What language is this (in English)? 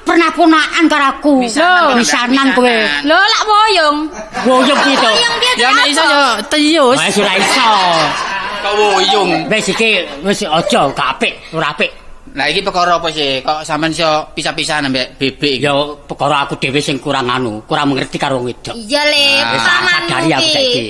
Javanese